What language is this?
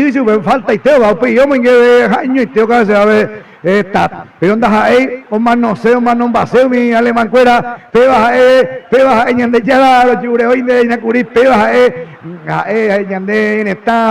Guarani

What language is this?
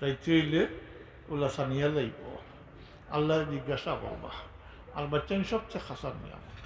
Sylheti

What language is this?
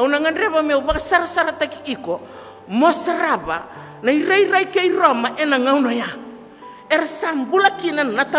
Fijian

